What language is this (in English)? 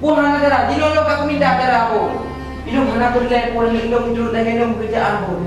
Achinese